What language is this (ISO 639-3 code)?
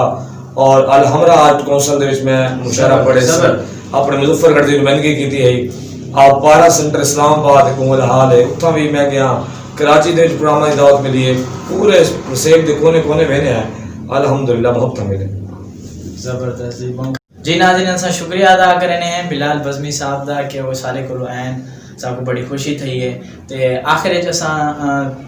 skr